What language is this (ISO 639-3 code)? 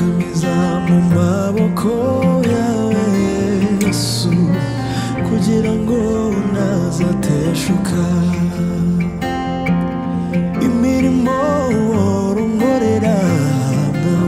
kin